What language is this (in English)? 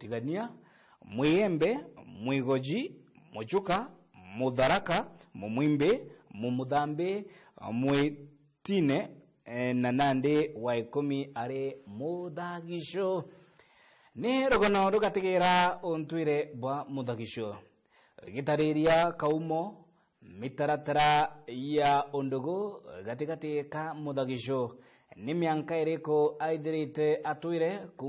Meru